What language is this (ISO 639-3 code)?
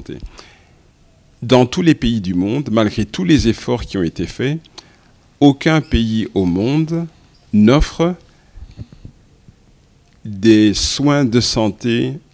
fra